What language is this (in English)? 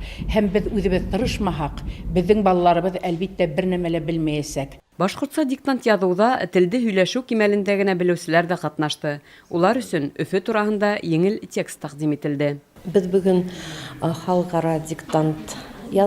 Bashkir